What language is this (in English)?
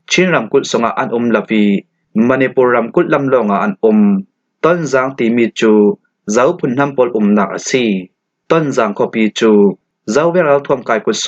Falam Chin